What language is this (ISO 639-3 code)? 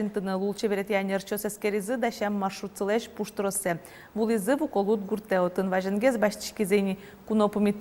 udm